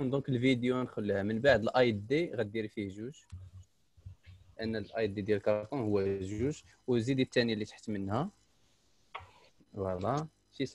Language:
Moroccan Arabic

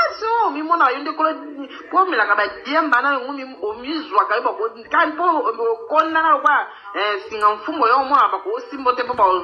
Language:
Lingala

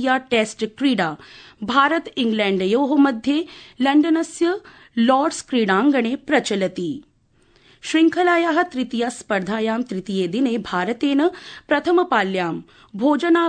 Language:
Sanskrit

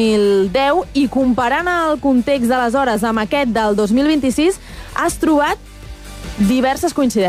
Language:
Catalan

